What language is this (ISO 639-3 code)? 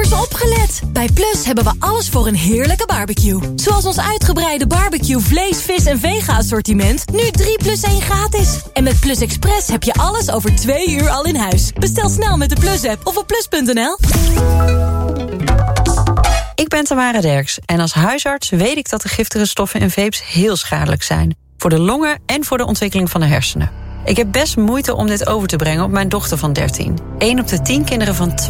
nld